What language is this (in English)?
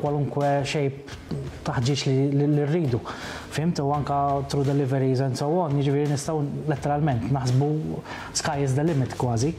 Maltese